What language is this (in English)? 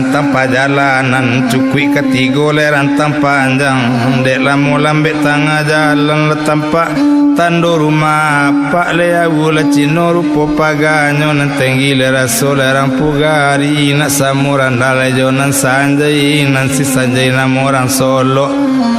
Minangkabau